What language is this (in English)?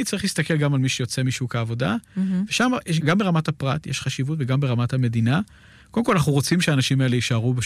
Hebrew